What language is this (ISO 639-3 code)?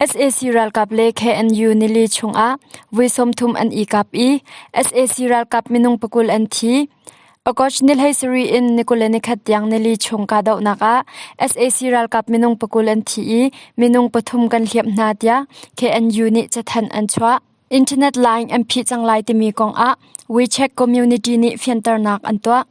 cnh